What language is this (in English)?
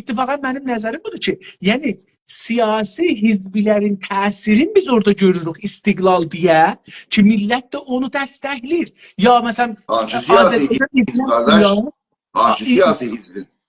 South Azerbaijani